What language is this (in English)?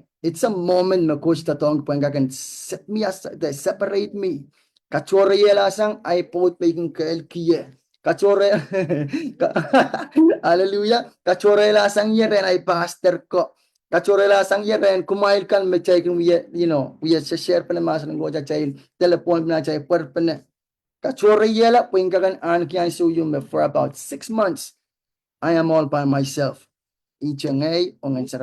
Pohnpeian